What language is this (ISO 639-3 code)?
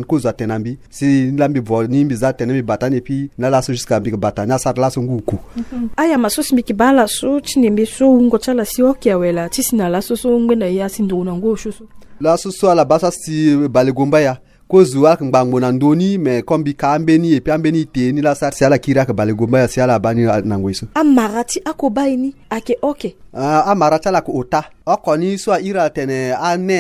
sag